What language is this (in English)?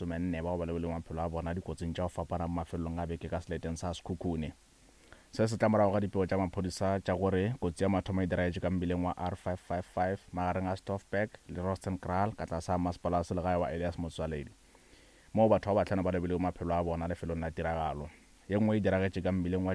Northern Sotho